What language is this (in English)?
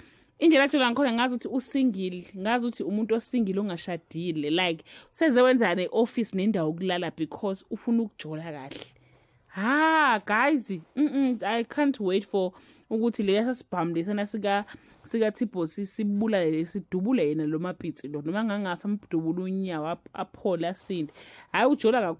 Zulu